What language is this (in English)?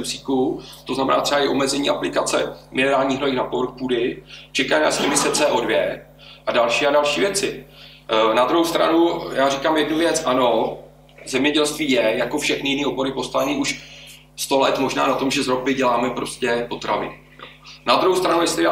Czech